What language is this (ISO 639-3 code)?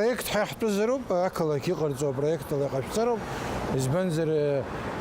abk